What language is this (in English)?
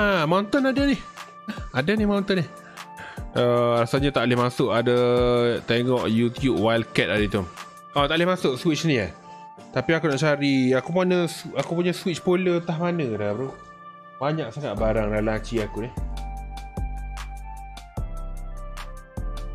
Malay